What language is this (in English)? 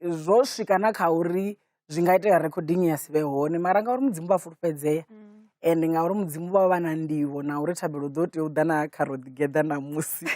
Venda